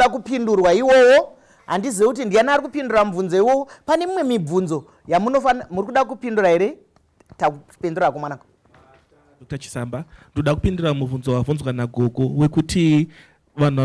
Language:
Shona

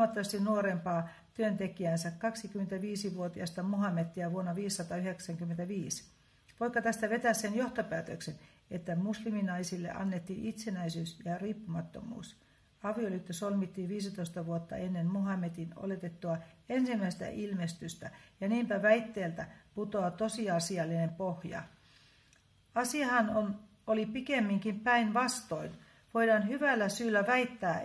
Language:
Finnish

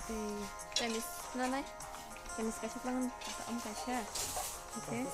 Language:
Kok Borok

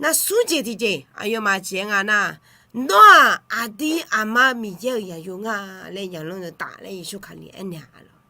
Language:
Akha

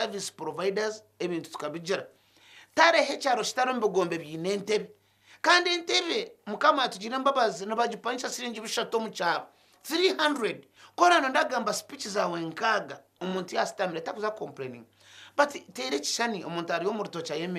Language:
Nyankole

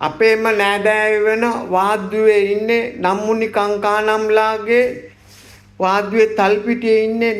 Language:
Sinhala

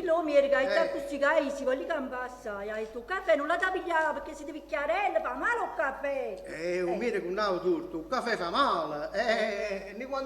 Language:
Neapolitan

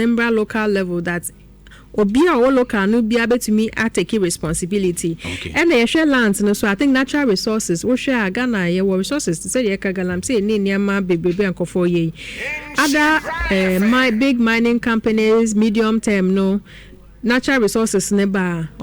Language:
Akan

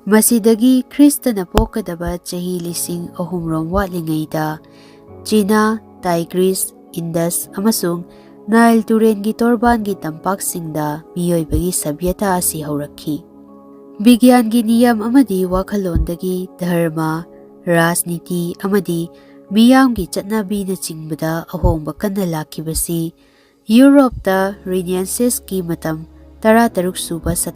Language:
Manipuri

